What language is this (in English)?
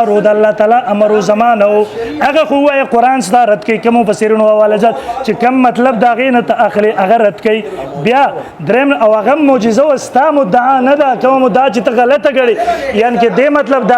Pashto